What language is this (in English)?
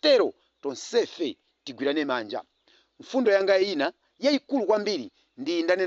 Nyanja